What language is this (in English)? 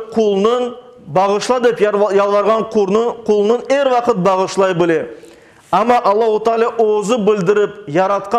Crimean Tatar